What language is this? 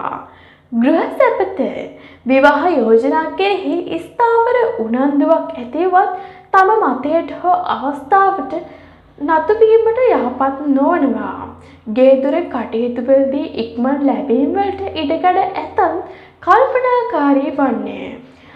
Sinhala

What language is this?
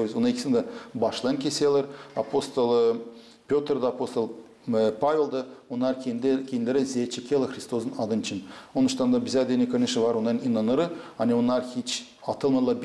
Gagauz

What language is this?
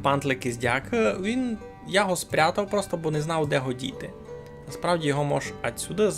Rusyn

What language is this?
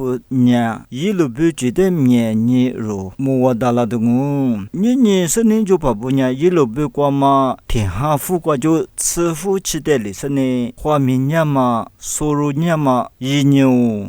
Lisu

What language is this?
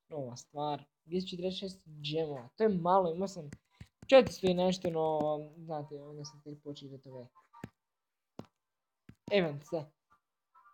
Croatian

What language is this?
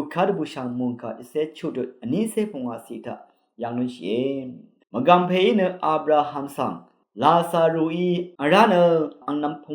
Rawang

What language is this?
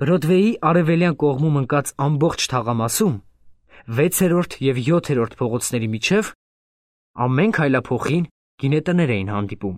Armenian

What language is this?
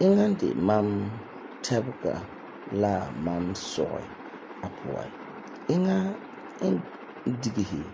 Frafra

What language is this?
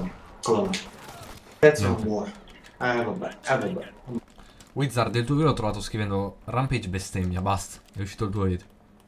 Italian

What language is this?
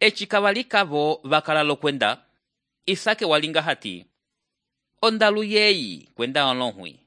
Umbundu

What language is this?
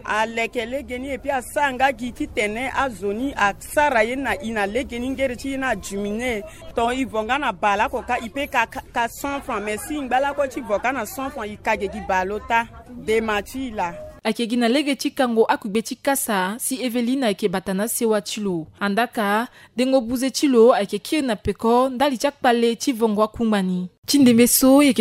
Sango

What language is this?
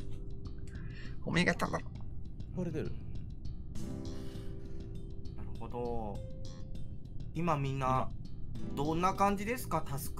Japanese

